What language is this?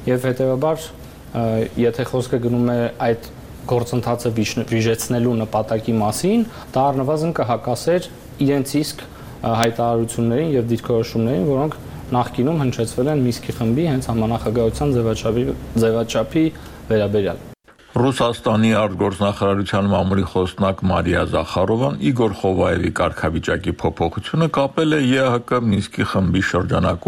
Armenian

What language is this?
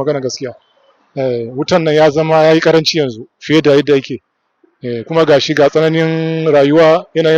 Hausa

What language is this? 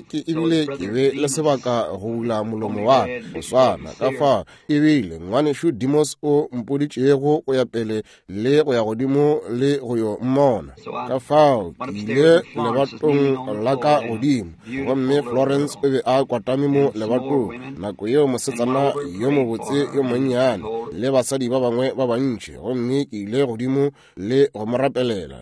Northern Sotho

